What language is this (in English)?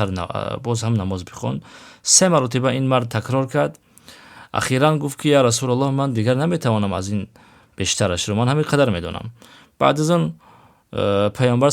Tajik